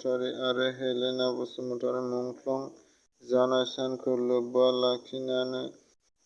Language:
Bodo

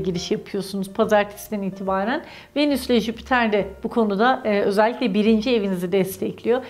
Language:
Turkish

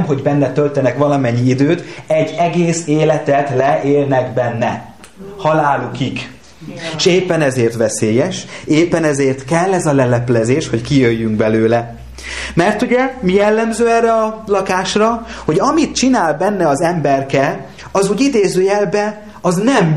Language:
Hungarian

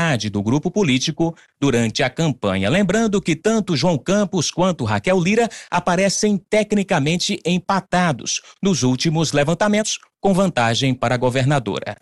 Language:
Portuguese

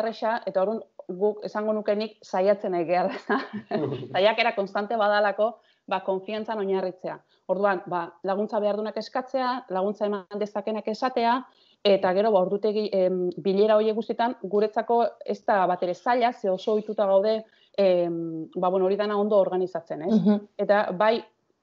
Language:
Basque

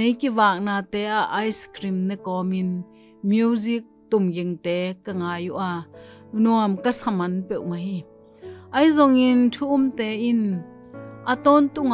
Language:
Tedim Chin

